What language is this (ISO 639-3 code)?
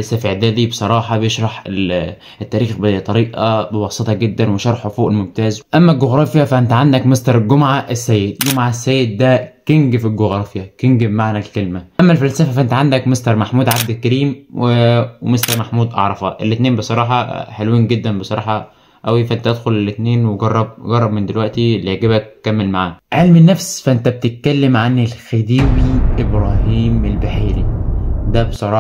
arz